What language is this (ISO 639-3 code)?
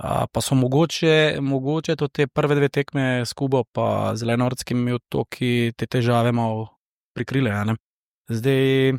slv